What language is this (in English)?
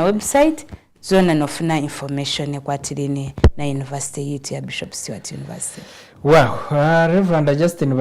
Nyankole